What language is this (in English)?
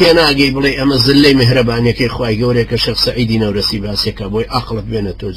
Central Kurdish